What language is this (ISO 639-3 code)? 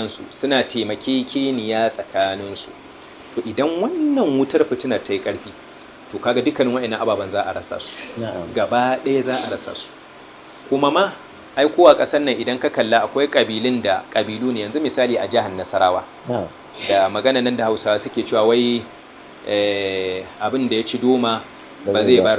hau